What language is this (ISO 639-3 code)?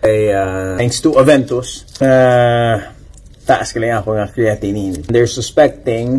hil